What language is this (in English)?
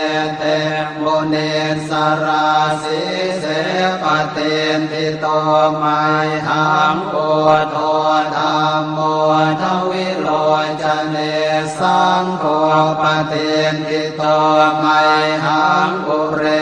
Pali